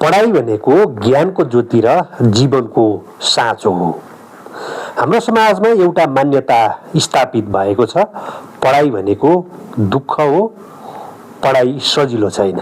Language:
Nepali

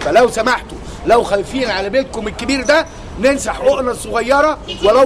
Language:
Egyptian Arabic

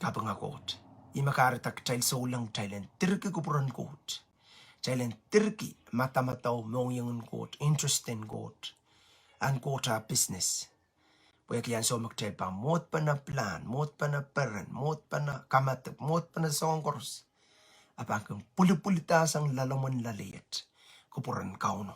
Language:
Pohnpeian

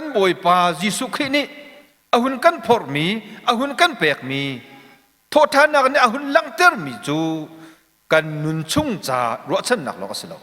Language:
Hakha Chin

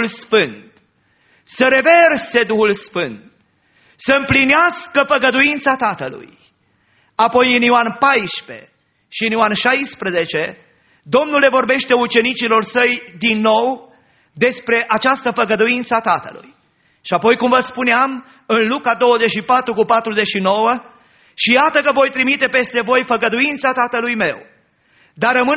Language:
Romanian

